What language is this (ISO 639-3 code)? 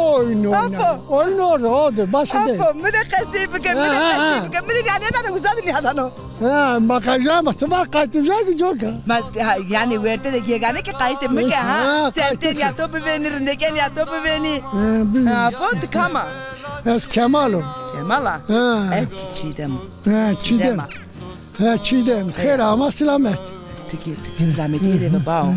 zza